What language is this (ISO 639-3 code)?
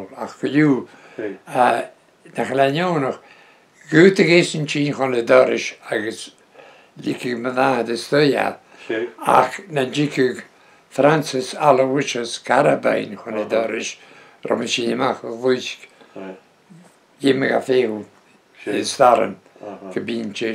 bre